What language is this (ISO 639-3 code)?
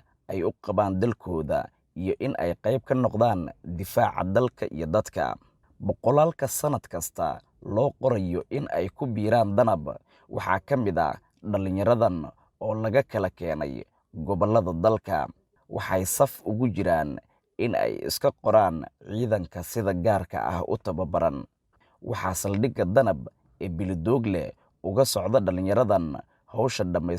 som